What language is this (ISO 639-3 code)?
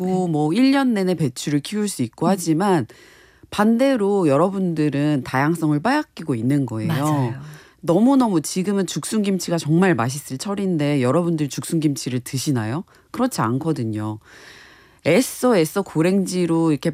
kor